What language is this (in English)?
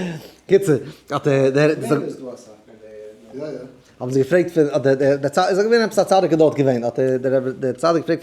Yiddish